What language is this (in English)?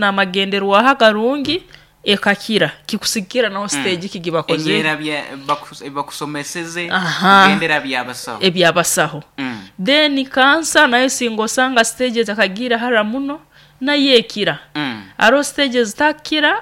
Nyoro